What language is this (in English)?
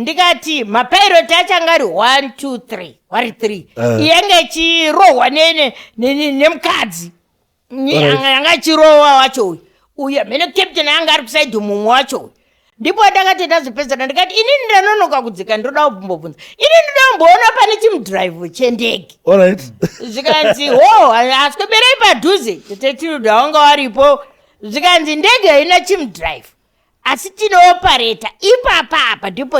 Shona